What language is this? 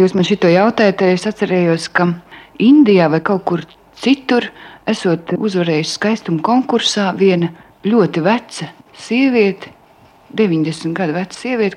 Latvian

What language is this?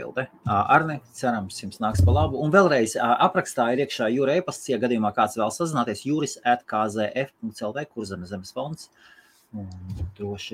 Latvian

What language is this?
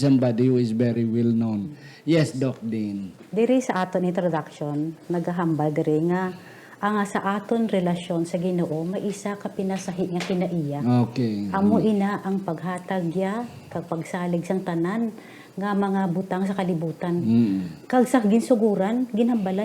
Hiligaynon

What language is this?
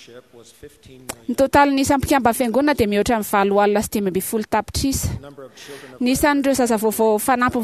Malagasy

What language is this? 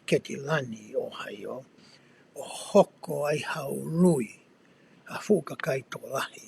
Tongan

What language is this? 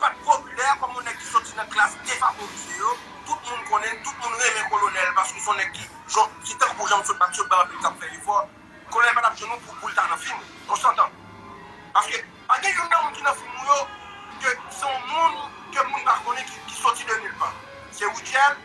Haitian Creole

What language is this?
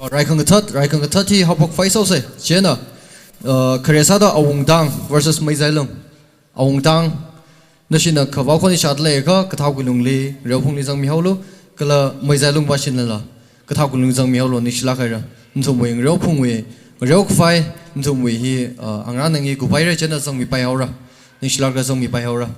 Tangkhul Naga (India)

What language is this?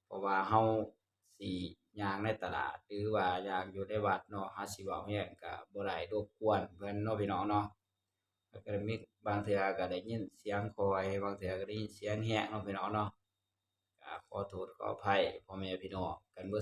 Northeastern Thai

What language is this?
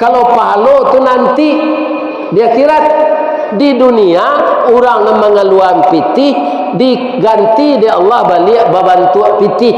Minangkabau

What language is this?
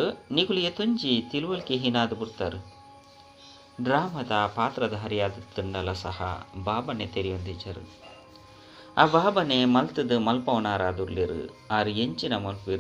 Tulu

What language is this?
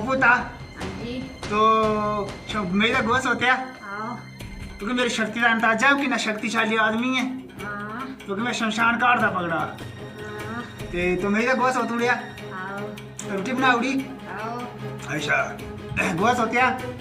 Dogri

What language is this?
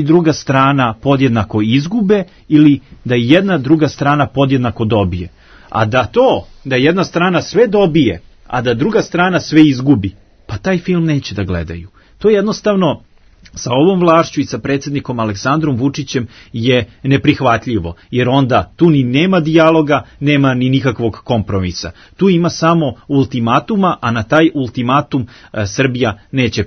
Serbian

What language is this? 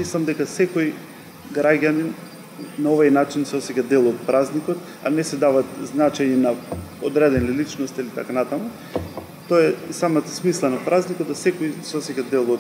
Macedonian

